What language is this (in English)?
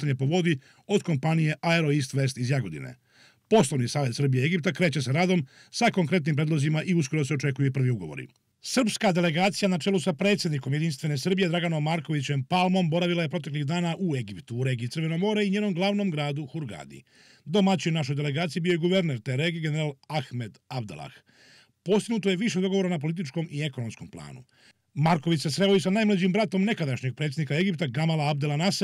Serbian